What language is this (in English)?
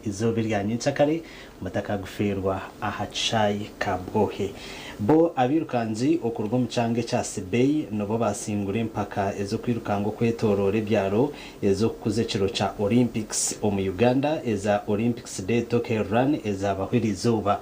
Nyankole